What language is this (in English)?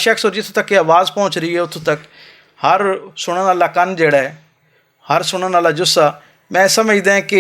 Western Panjabi